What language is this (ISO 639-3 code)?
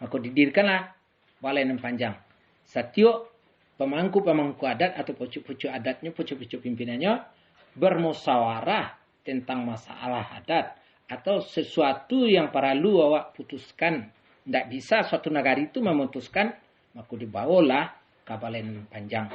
min